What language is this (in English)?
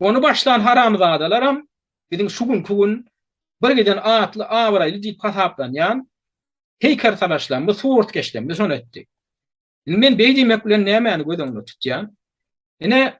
Turkmen